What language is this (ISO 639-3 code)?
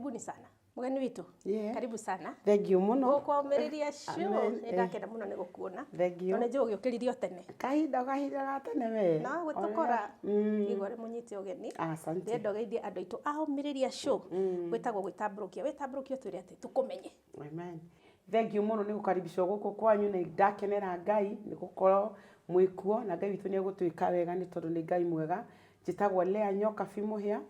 kik